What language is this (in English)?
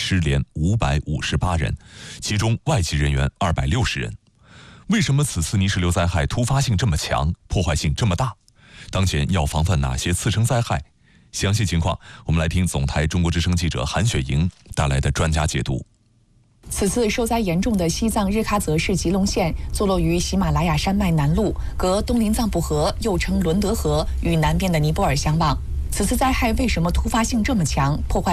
Chinese